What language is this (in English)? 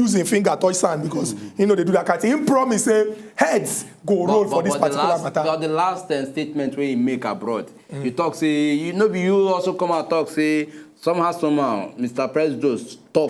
Nigerian Pidgin